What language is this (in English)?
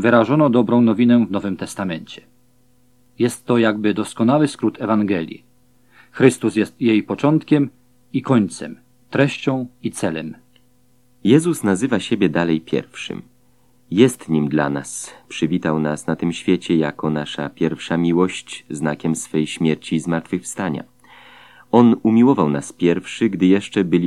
Polish